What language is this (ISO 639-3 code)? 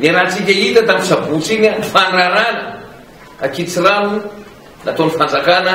mlg